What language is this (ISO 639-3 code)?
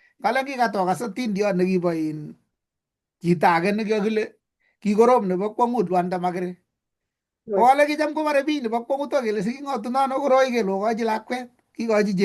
kln